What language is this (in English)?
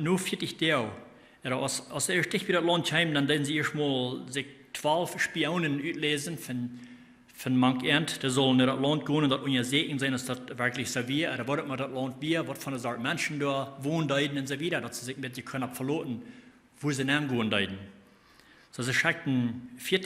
Plautdietsch